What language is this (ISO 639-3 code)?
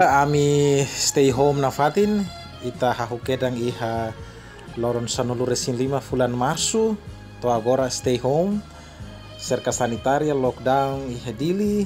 tet